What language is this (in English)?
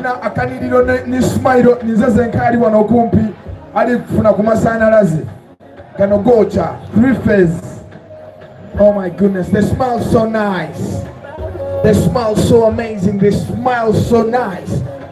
Soga